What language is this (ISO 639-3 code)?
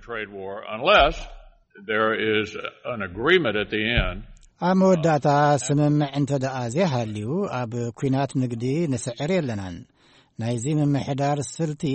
tir